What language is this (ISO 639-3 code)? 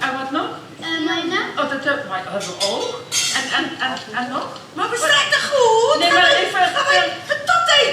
lim